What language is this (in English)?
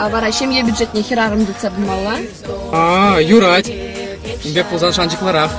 Chuvash